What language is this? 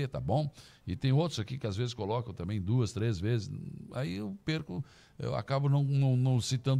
Portuguese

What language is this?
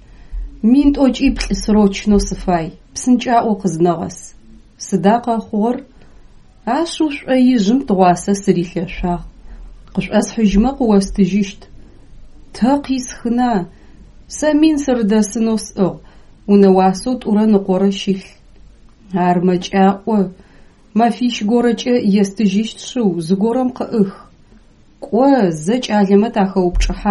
Adyghe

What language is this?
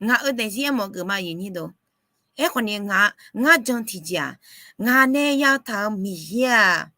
Akha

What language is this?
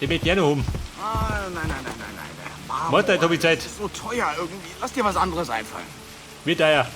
Bavarian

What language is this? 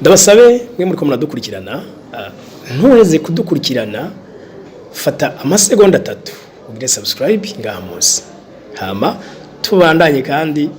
Rundi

